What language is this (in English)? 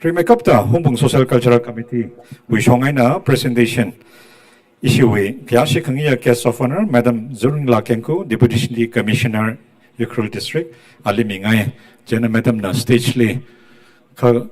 Tangkhul Naga (India)